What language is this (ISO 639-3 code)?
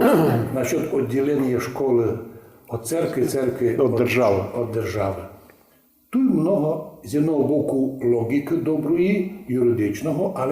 rue